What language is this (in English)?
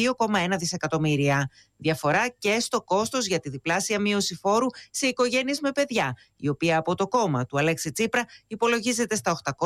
Greek